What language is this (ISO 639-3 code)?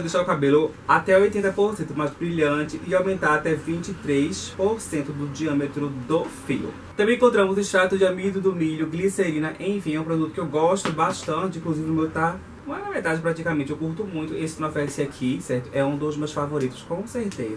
por